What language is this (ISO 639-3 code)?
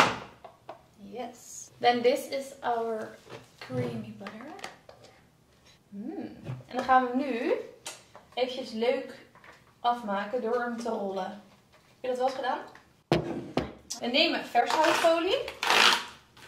nld